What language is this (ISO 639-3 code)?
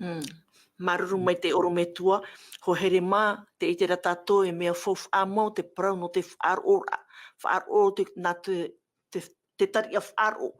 tah